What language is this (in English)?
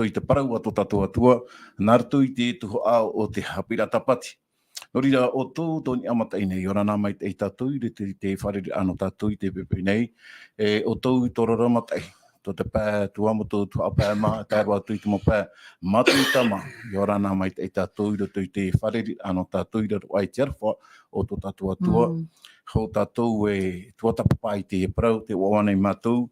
Tahitian